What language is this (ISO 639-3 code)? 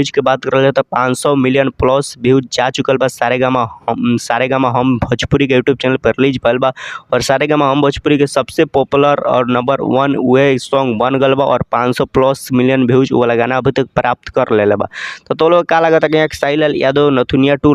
bho